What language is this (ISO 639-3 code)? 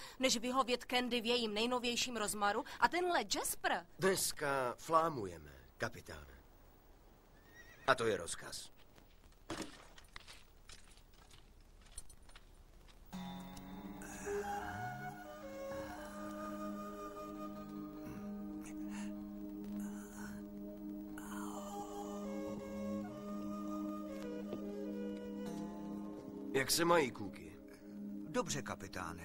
ces